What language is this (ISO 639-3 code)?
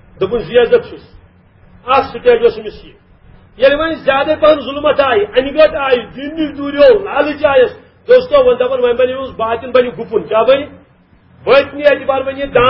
kas